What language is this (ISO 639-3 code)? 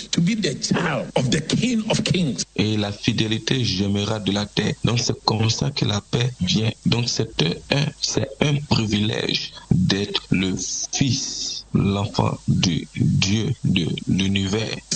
fra